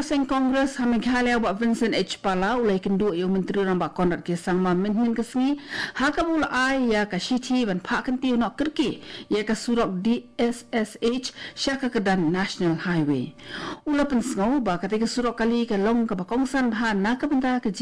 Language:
Khasi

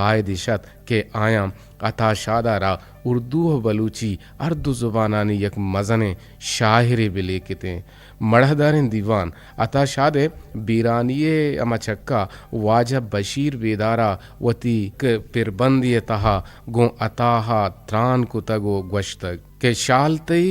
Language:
Eastern Balochi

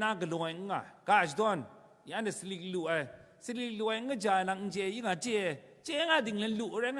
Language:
Kachin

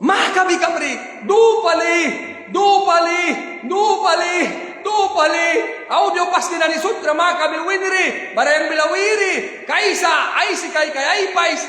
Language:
Mískito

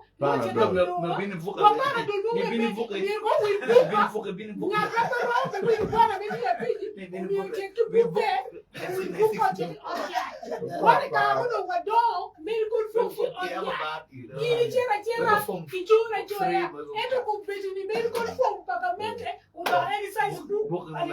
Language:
Acoli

